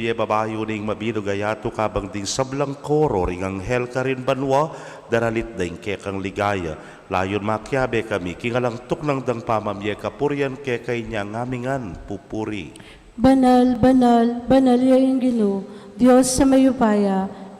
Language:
Pampanga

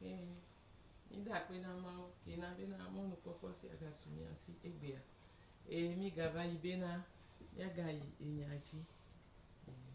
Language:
Gen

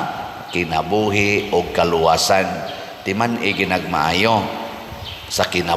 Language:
Cebuano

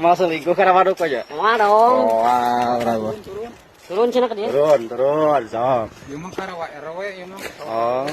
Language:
Sundanese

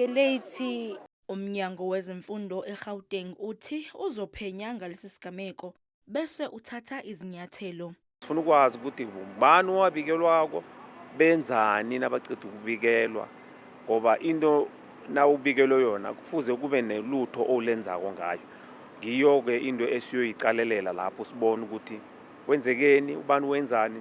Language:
Zulu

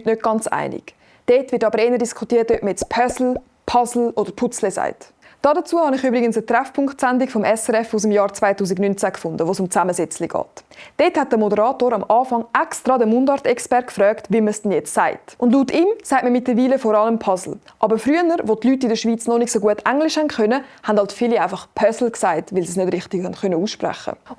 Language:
Swiss German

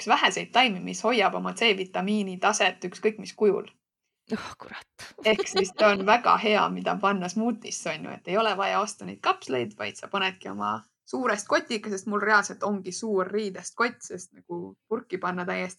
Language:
Estonian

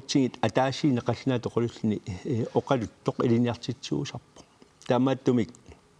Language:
Kalaallisut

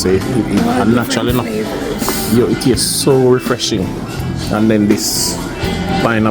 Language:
Jamaican Creole English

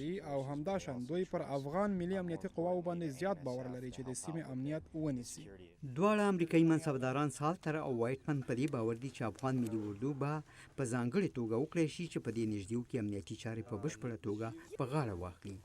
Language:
Pashto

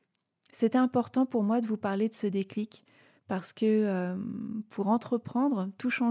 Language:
French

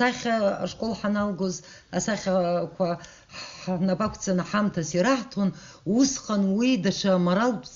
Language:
Abkhazian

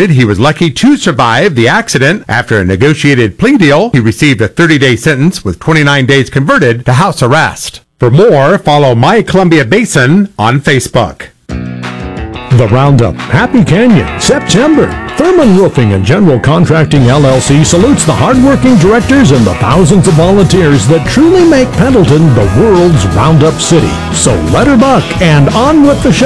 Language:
English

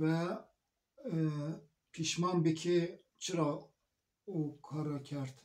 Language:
Zaza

